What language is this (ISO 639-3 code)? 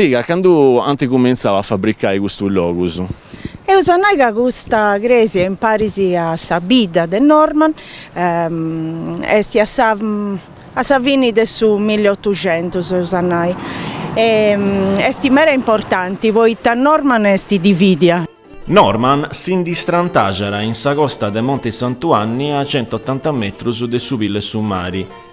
srd